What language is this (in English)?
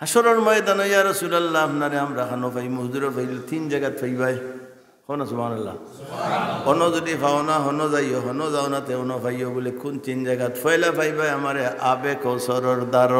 Sylheti